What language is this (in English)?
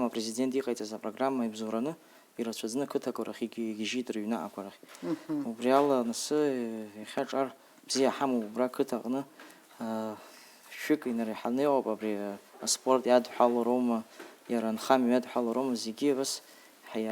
Abkhazian